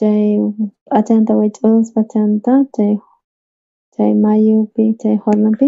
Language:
South Bolivian Quechua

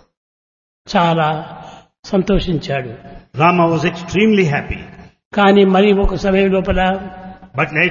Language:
Telugu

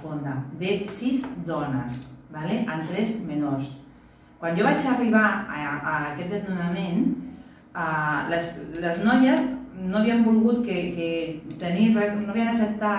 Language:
Catalan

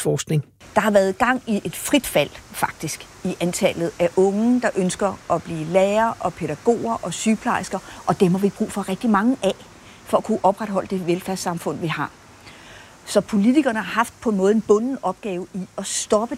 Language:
Danish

